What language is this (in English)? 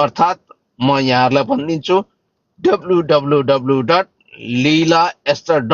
Nepali